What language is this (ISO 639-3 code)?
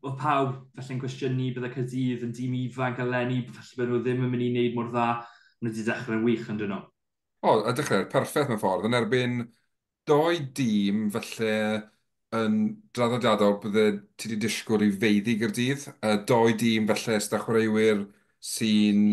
cym